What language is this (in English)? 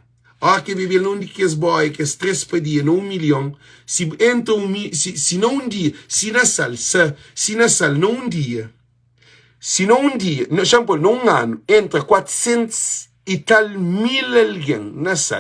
Kabuverdianu